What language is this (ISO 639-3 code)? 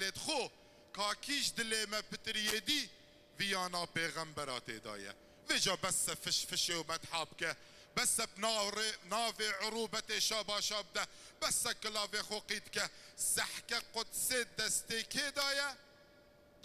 kur